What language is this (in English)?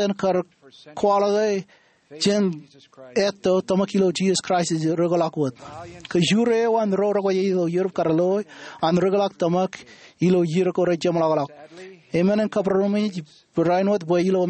Marshallese